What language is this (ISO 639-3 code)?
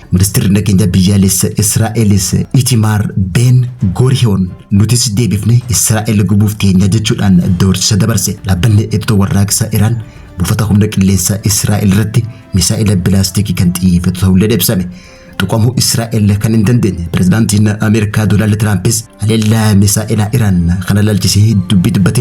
orm